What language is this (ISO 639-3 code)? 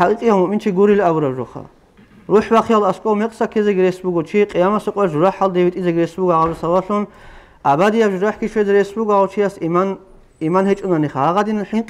ava